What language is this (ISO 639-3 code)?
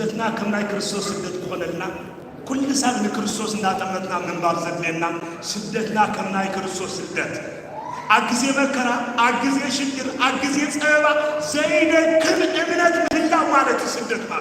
tir